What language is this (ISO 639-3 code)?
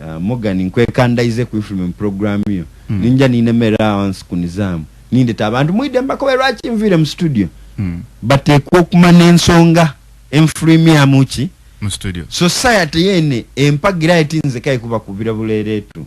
lug